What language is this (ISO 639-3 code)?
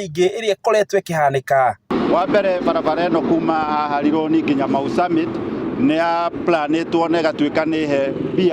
kik